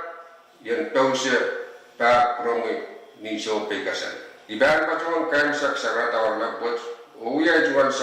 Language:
Pohnpeian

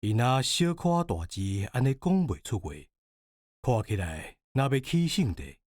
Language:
Min Nan Chinese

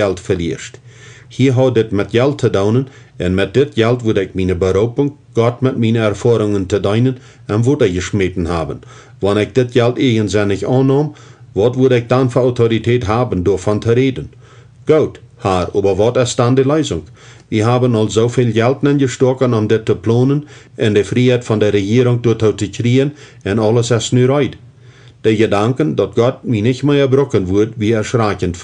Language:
Plautdietsch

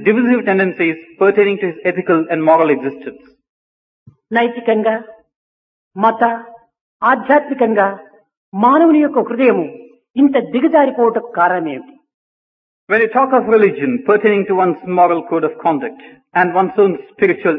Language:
Telugu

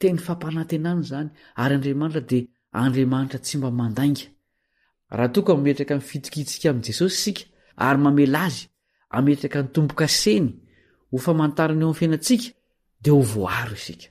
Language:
Malagasy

